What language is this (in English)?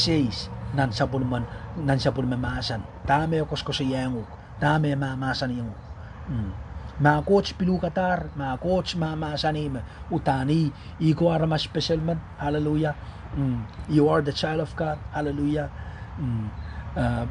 Pohnpeian